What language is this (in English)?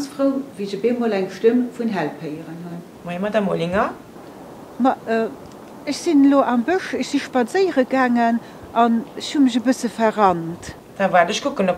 Luxembourgish